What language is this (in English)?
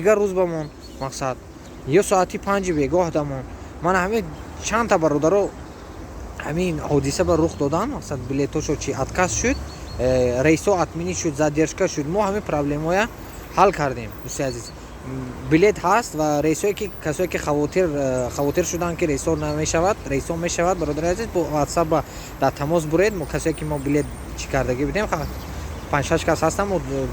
Tajik